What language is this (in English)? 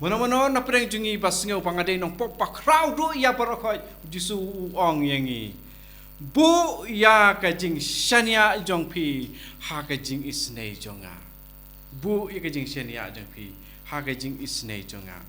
Khasi